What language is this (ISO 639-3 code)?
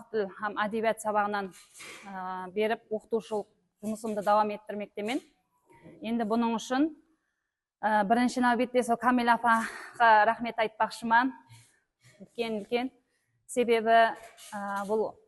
kaa